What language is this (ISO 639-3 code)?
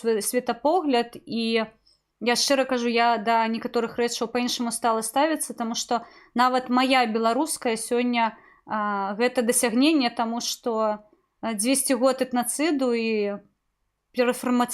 bel